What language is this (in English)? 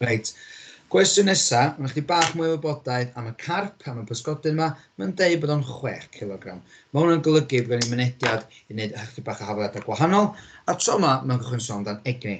Welsh